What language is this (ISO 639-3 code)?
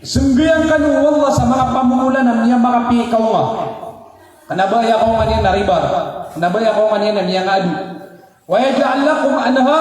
mrw